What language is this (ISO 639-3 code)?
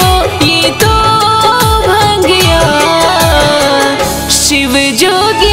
bho